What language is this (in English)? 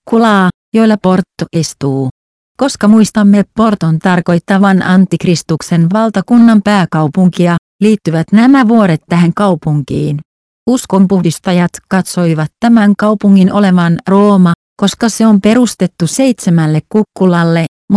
Finnish